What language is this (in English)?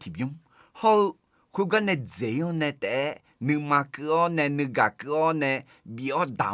Akha